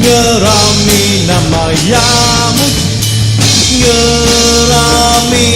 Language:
Iban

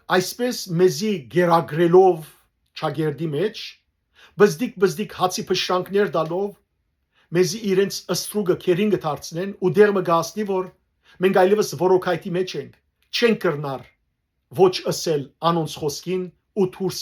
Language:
Western Armenian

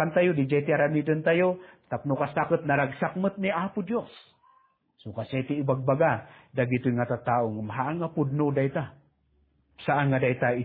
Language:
Iloko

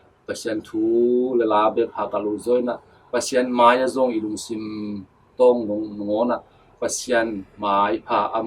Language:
Tedim Chin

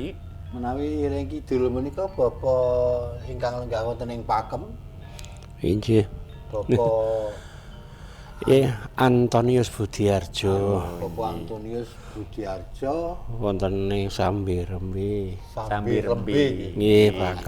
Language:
Javanese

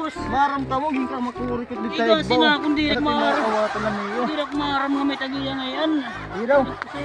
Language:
Waray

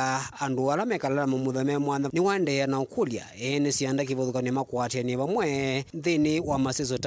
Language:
Kamba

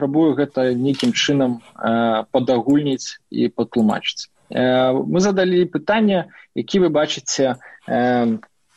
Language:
Belarusian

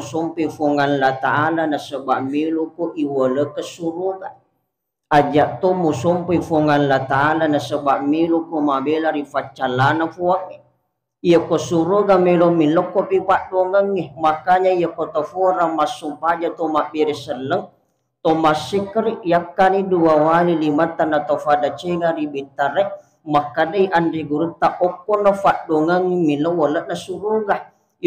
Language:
Buginese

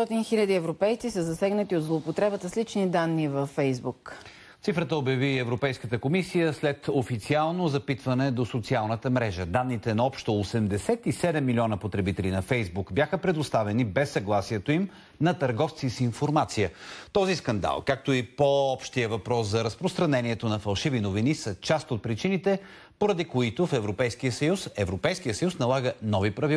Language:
Bulgarian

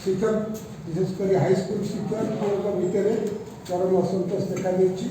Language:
Odia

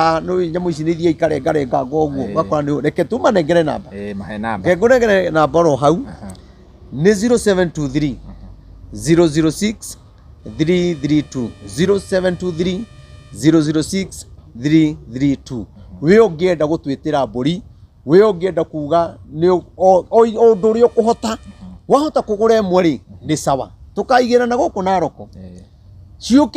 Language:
Kikuyu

